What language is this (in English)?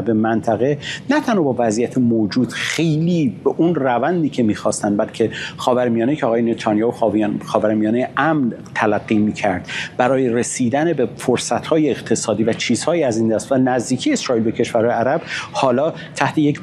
Persian